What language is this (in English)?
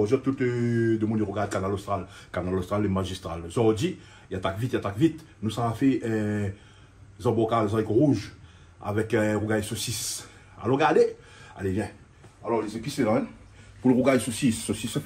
Réunion Creole French